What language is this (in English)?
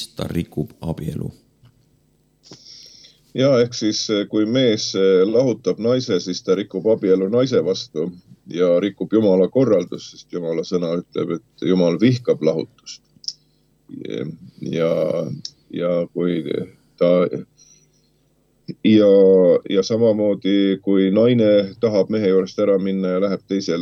Estonian